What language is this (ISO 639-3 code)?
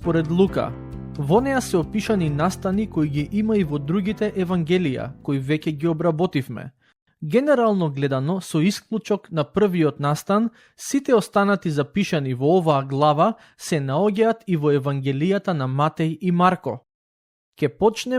mkd